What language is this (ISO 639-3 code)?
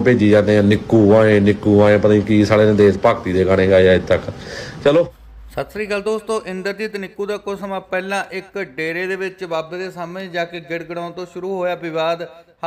pan